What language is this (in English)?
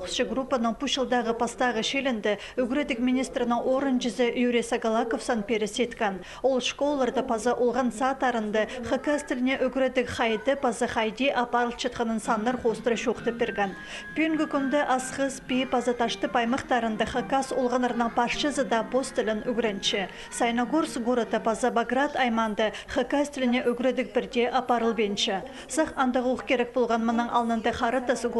Khakas